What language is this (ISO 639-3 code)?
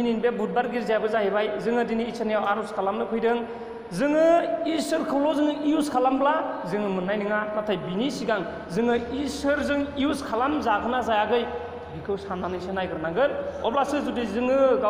brx